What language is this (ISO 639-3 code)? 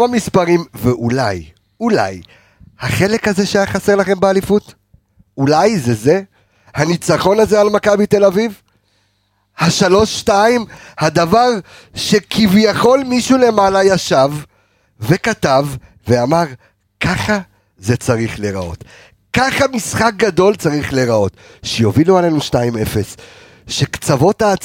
heb